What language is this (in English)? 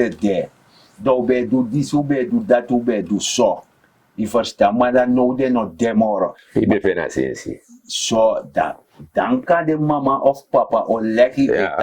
Sranan Tongo